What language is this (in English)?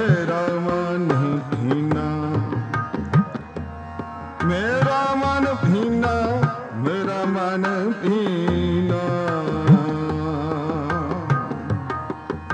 Punjabi